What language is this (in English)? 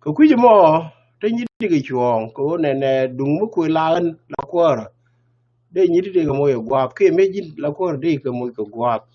Nuer